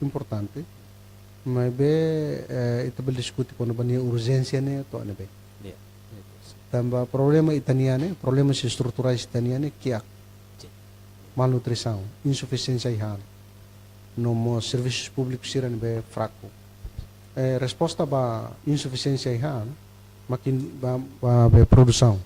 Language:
Tetum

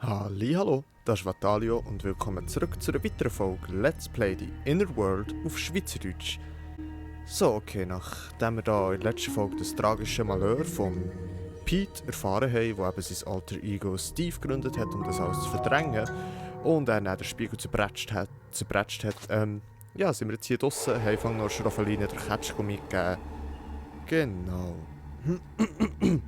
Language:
Swiss German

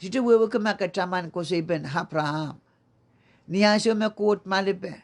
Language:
Pohnpeian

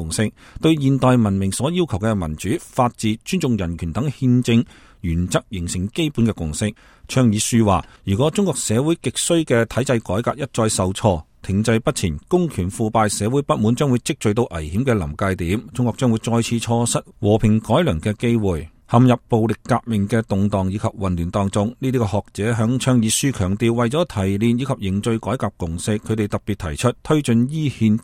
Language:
Cantonese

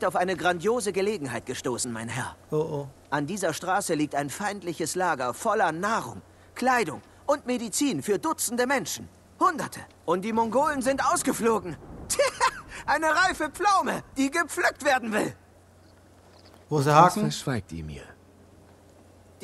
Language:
German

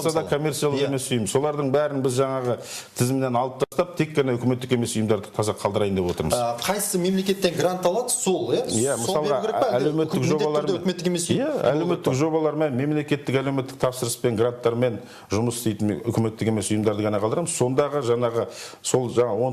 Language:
Kazakh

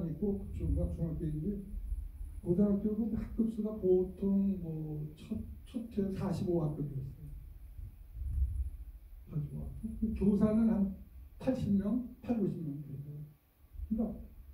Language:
Korean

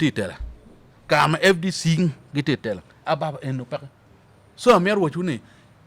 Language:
Acoli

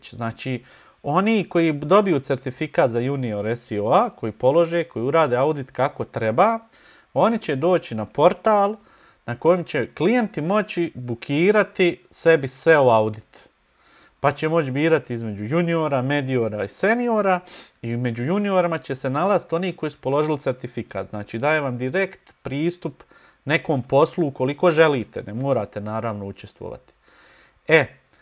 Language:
Bosnian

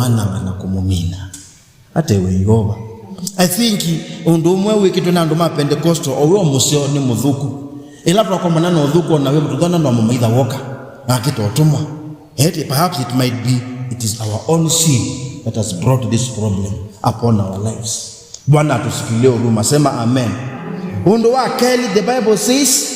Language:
Kamba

